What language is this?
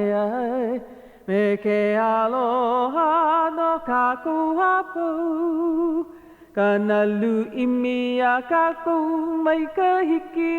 Hawaiian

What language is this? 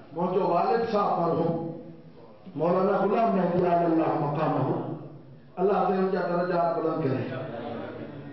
Urdu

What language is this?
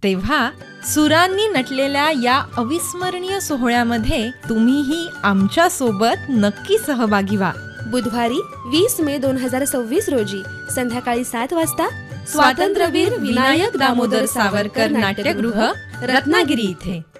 Marathi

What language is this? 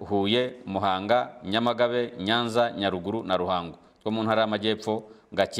Kinyarwanda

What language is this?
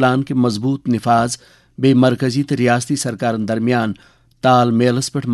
Kashmiri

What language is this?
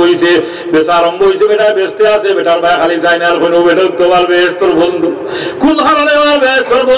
Sylheti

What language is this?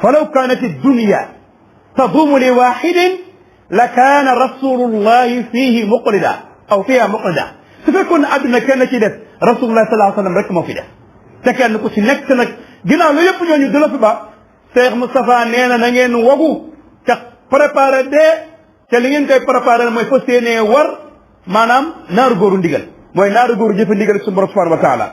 Wolof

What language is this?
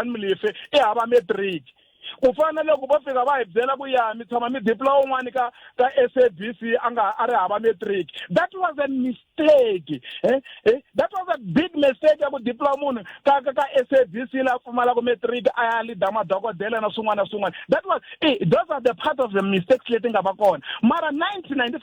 Tsonga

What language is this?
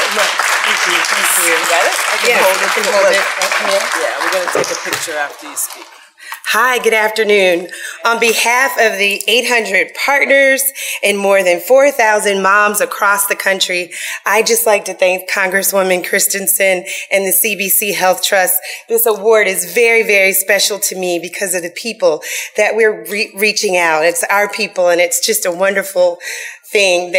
English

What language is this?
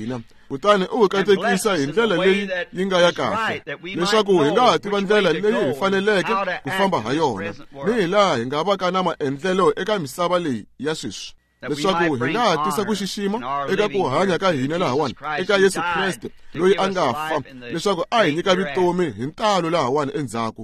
Tsonga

